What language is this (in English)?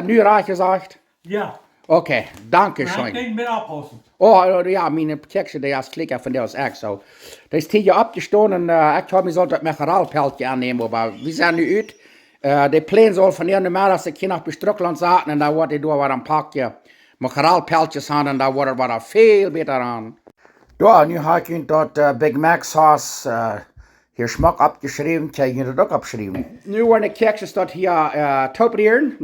Plautdietsch